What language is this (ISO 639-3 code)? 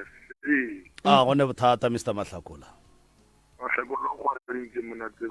nso